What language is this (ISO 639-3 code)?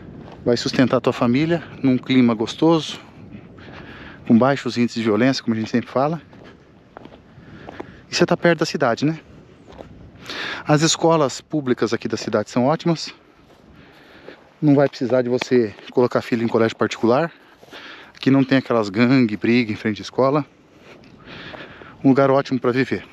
por